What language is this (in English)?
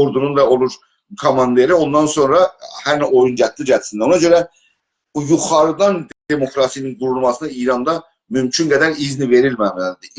South Azerbaijani